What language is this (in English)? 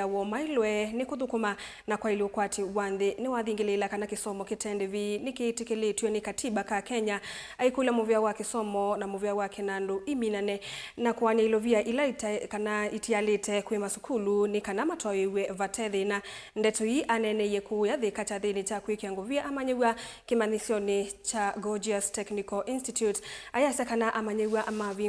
Kamba